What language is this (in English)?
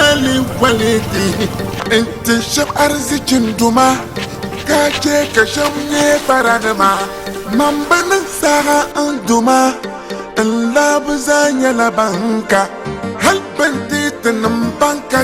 Dagbani